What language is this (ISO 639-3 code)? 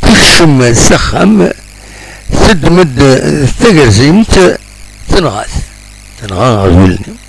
kab